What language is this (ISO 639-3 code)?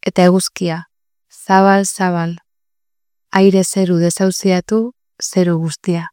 eus